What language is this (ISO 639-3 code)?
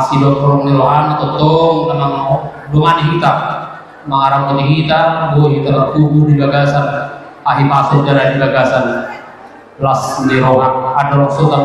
bbc